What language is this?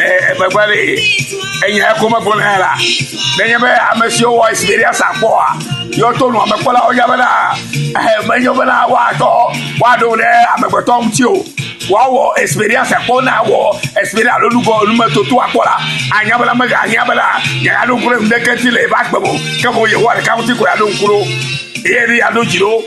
Ewe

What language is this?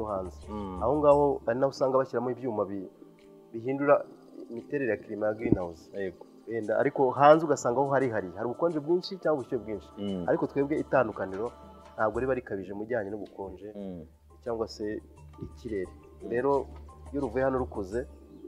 Kinyarwanda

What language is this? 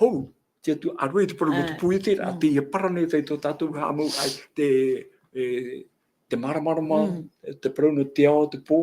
Tahitian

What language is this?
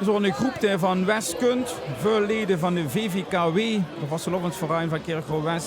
Limburgish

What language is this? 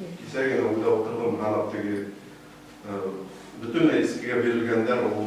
Bashkir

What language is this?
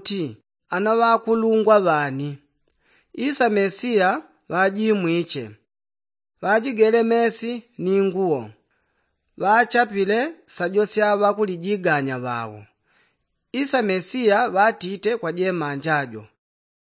Yao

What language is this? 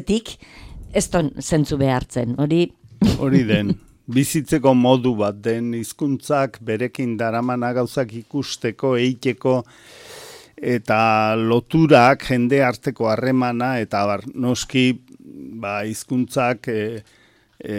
Basque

